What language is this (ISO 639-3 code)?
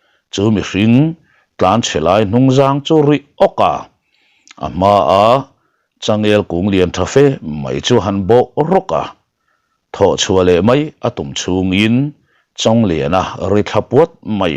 lus